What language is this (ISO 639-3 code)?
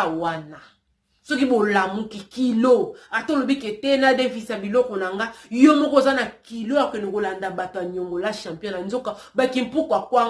lin